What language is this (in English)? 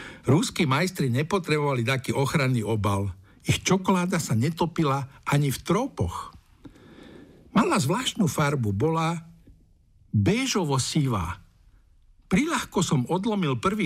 Slovak